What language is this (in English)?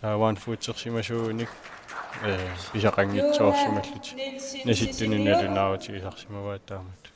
Kalaallisut